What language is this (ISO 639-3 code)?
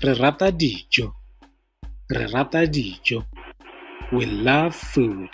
tsn